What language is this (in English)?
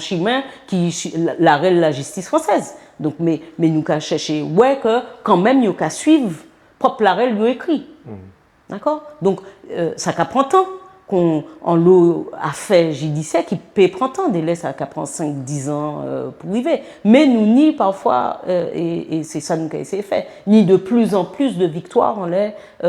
Guadeloupean Creole French